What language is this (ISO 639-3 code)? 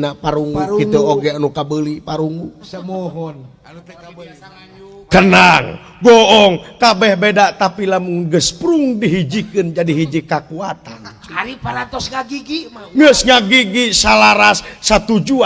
sun